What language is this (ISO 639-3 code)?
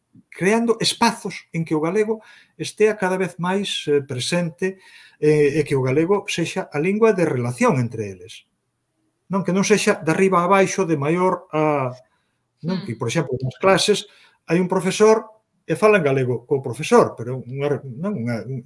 glg